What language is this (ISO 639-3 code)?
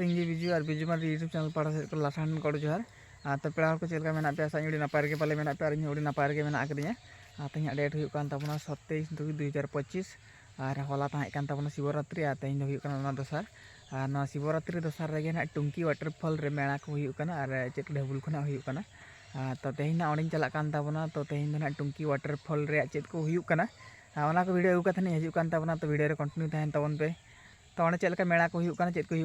sat